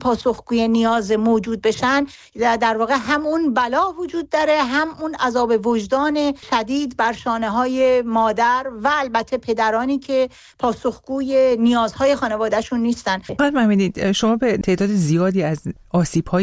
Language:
Persian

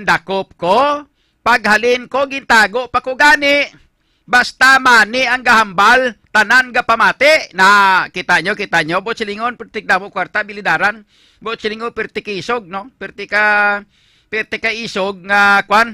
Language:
Hiligaynon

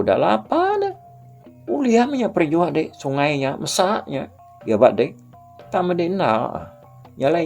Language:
Iban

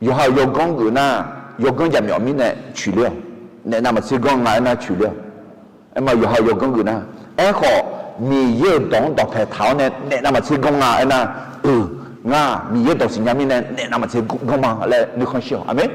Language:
Akha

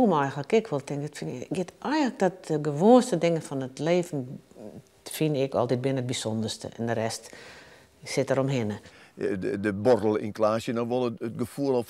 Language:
Western Frisian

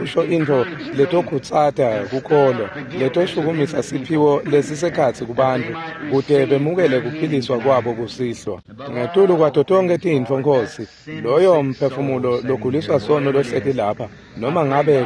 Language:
Swati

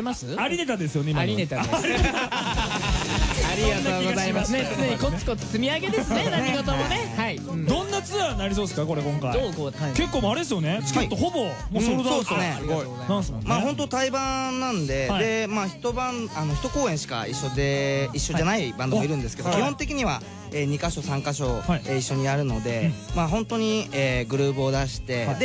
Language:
Japanese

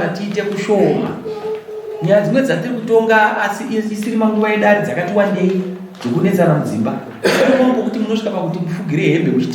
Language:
Shona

